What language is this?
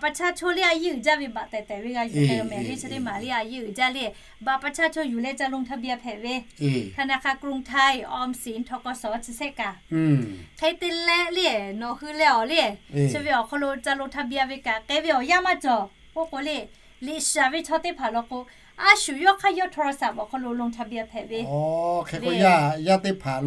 Lahu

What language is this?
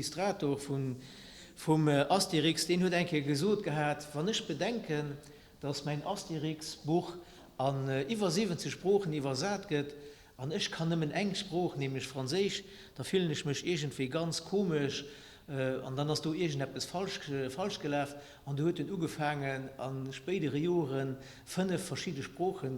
Luxembourgish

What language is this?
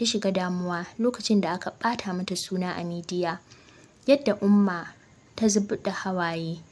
Hausa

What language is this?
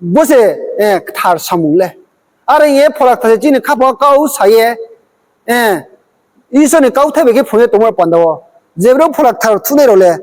Riang (India)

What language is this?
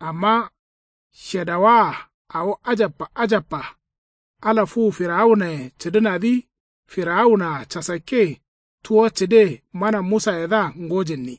Kanuri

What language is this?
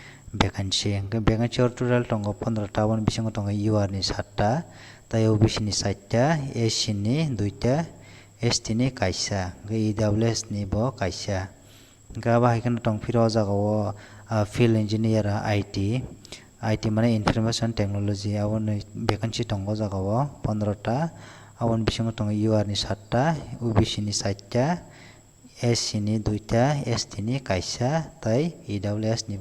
Kok Borok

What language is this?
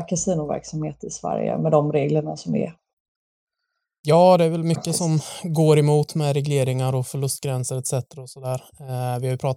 Swedish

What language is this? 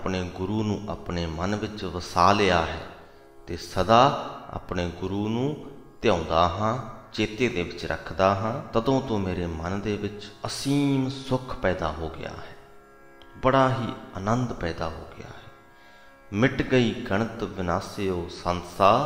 Punjabi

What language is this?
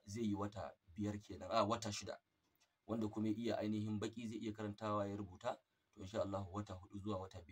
Hausa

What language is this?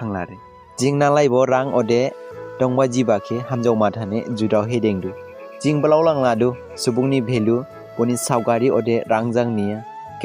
Dimasa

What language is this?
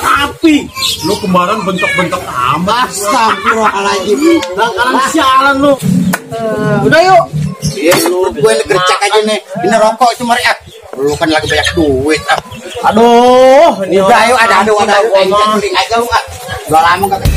Betawi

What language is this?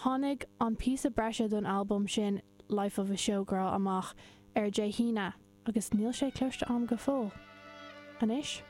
Irish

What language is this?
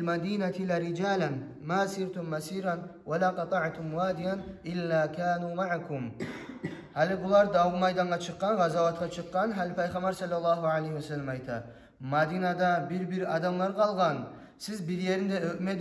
Kumyk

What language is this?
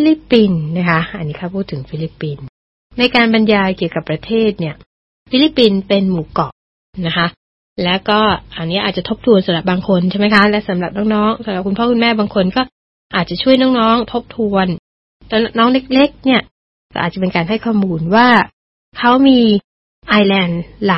Thai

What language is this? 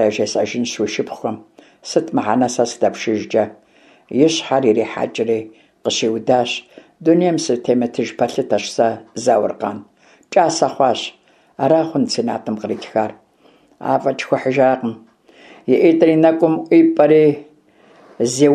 Kabardian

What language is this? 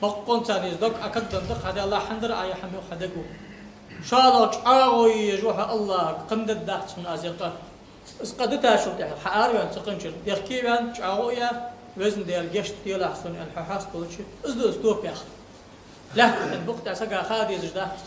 Ingush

